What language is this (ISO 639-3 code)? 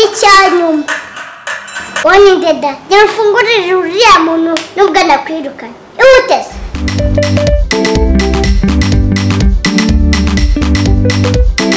kin